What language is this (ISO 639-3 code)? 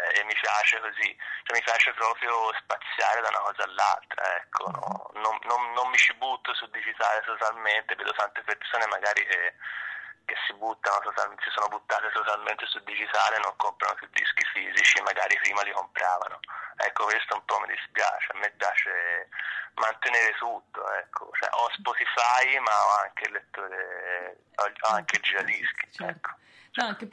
ita